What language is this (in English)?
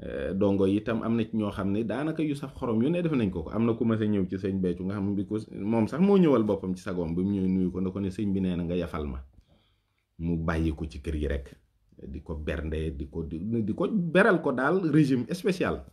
Wolof